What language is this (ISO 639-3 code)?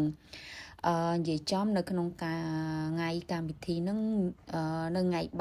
khm